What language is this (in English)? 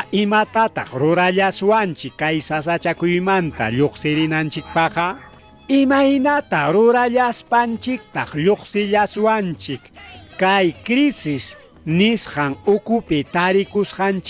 Ayacucho Quechua